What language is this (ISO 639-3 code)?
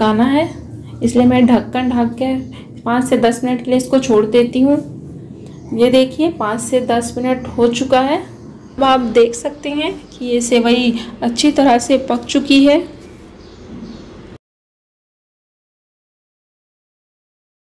hin